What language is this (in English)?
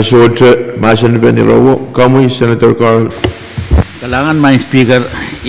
Pohnpeian